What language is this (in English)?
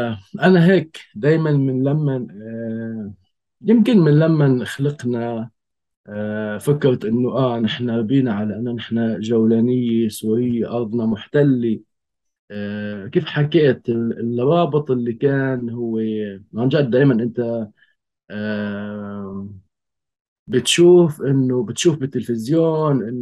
North Levantine Arabic